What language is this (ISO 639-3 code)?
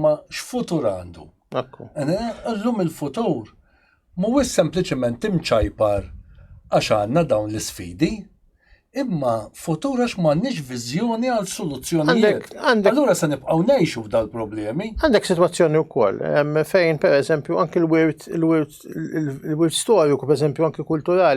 mlt